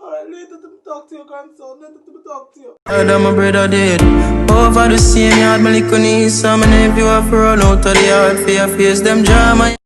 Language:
Jamaican Creole English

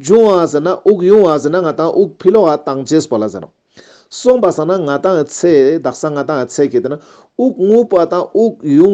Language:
Ladakhi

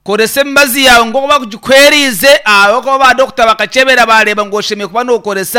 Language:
Nyankole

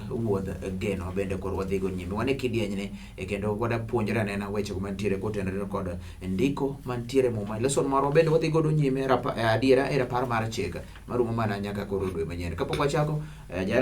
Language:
Luo (Kenya and Tanzania)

